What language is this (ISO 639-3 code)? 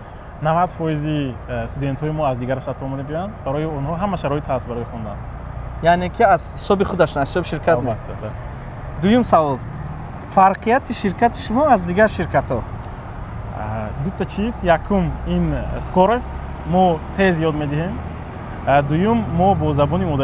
tgk